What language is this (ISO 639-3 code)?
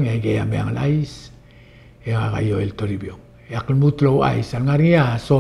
pau